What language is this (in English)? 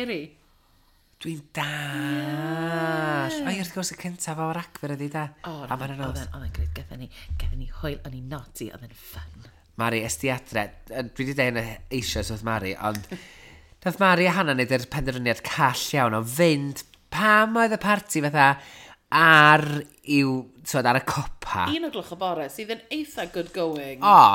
Welsh